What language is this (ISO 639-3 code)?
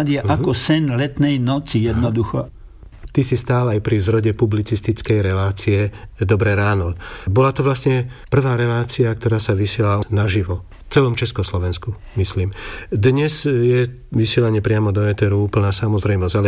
slk